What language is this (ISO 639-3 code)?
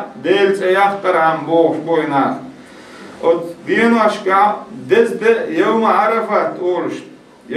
che